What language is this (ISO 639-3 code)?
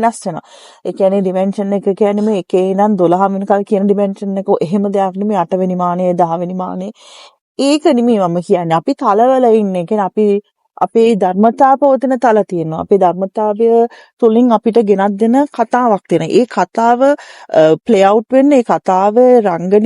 sin